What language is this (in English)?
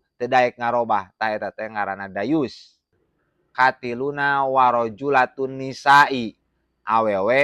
Sundanese